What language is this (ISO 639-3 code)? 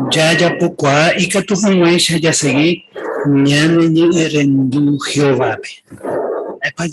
grn